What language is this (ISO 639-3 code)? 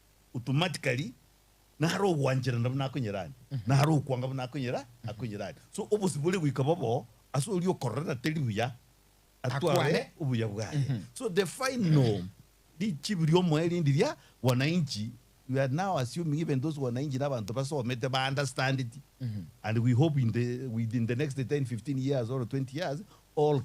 guz